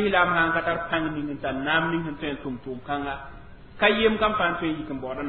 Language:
Mossi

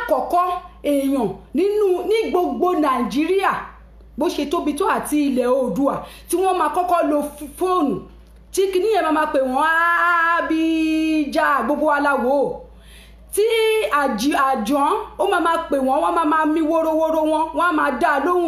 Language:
Yoruba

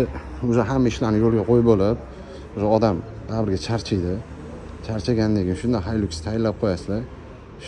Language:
Uzbek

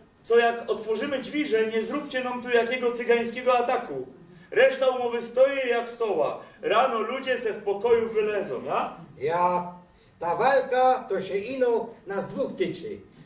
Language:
Silesian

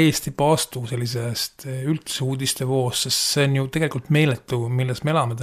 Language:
Estonian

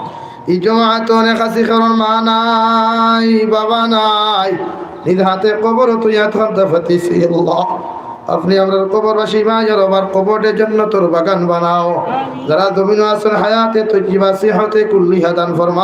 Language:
Sylheti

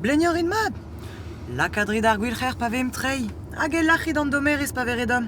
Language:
Breton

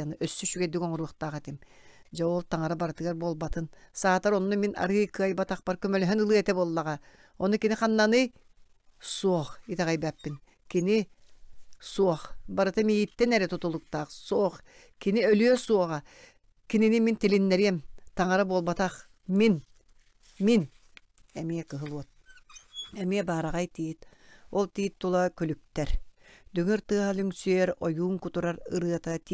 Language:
Yakut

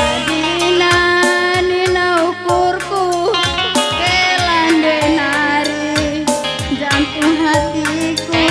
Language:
Batak Karo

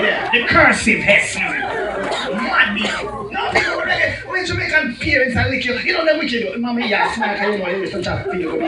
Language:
Jamaican Creole English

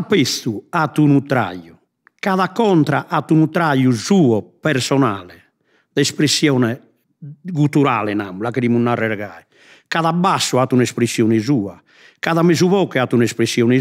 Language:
Sardinian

